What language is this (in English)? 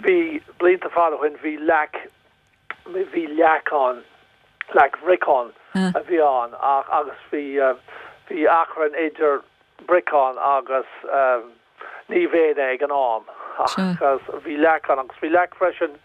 Irish